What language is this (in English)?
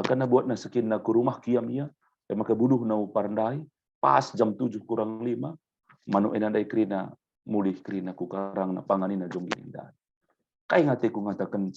Batak Karo